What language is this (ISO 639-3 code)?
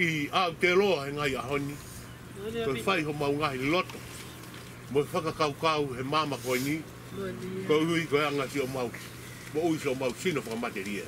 ton